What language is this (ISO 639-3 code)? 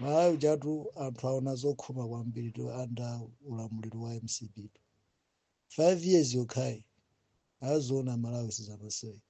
nya